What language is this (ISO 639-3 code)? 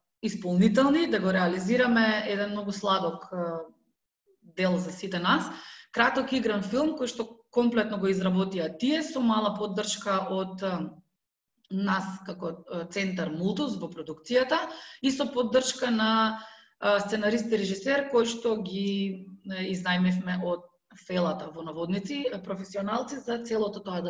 mkd